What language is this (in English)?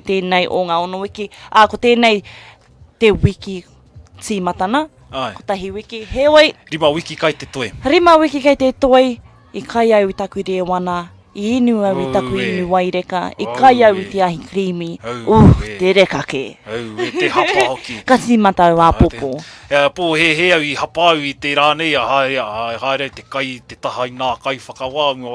Māori